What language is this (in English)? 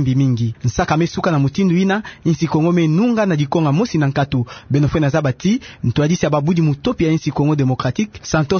Kituba (Democratic Republic of Congo)